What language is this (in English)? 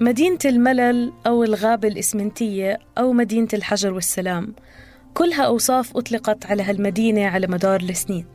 North Levantine Arabic